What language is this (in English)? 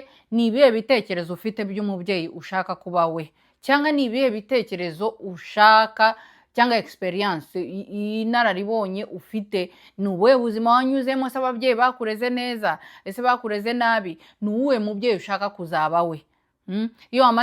Kinyarwanda